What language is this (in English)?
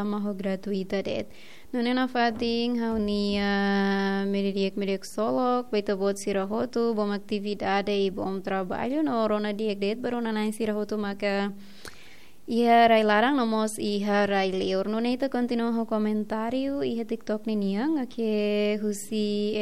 Tetum